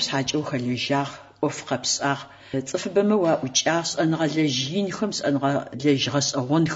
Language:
Adyghe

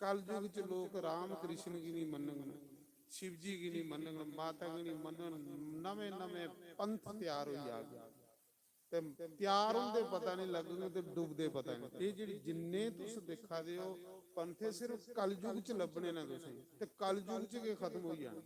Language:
Dogri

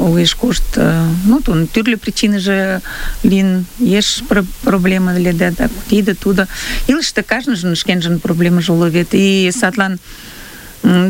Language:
Mari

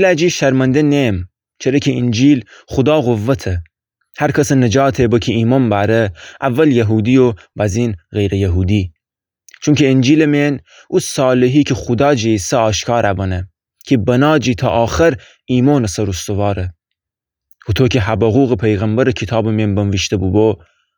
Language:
Gilaki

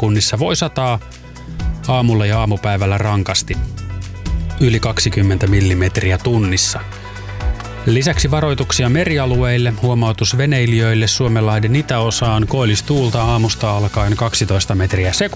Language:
Finnish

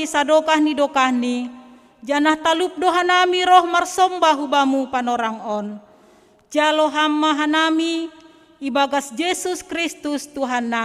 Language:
Batak Simalungun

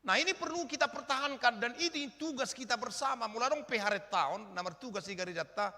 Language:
Batak Toba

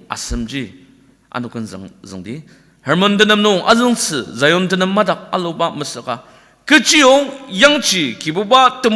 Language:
Ao Naga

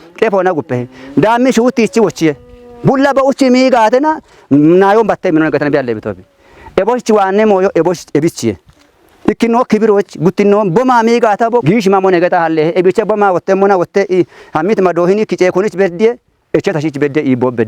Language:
Kafa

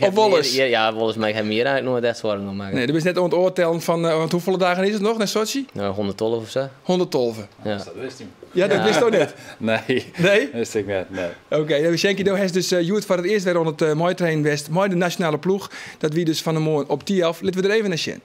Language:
Western Frisian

